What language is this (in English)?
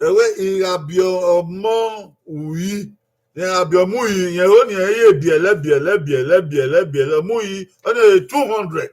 Bini